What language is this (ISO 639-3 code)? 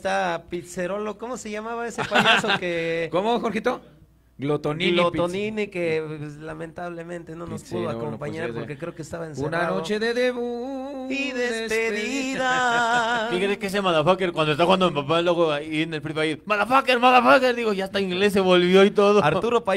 spa